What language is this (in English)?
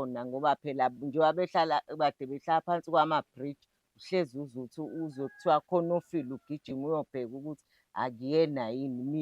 Zulu